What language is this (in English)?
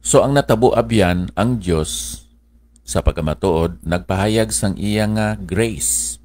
Hiligaynon